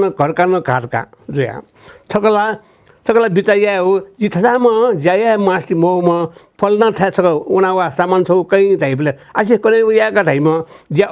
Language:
Newari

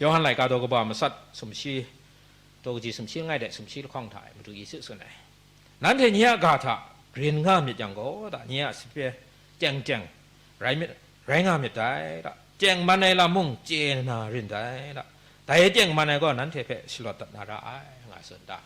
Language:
Kachin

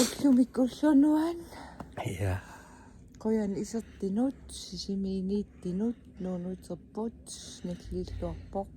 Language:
Kalaallisut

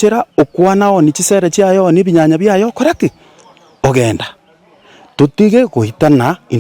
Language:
Gusii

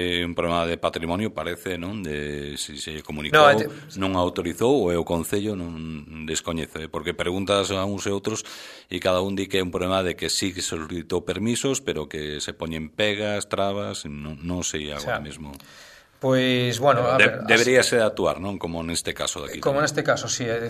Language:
Galician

